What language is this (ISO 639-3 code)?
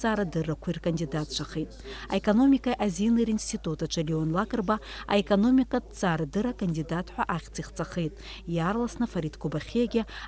abk